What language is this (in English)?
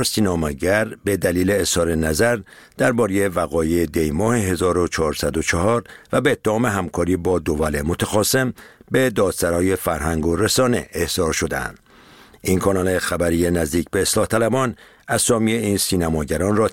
Persian